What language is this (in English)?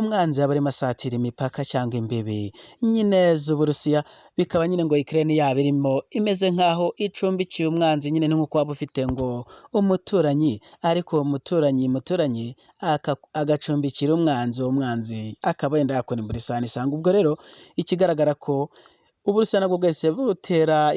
Kinyarwanda